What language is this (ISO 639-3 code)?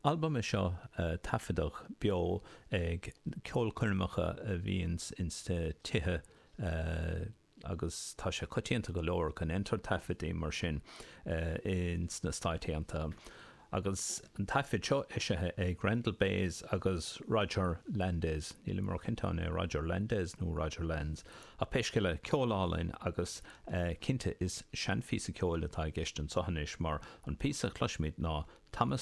gle